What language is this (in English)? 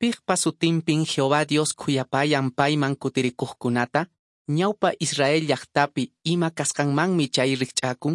Quechua